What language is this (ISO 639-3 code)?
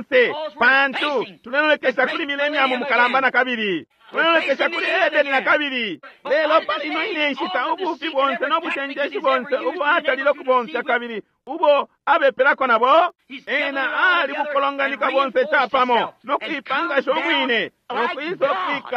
bem